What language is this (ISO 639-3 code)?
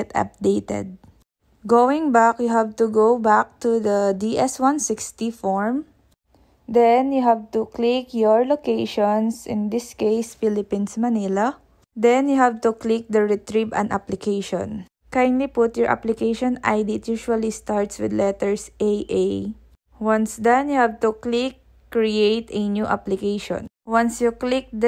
eng